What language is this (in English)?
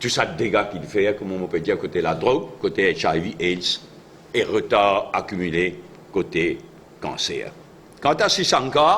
Morisyen